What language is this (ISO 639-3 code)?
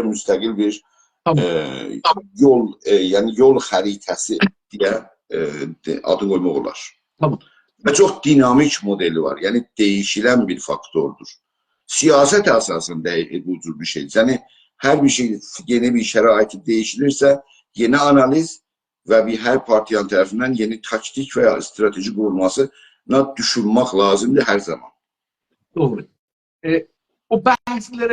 azb